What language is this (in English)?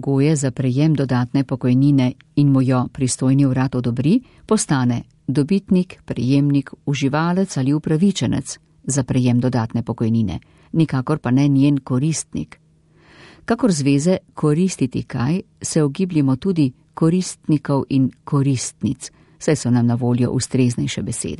Slovenian